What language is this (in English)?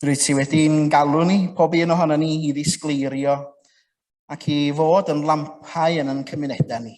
Welsh